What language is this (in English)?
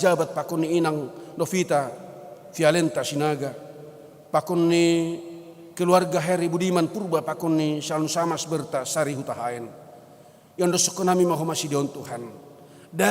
Batak Simalungun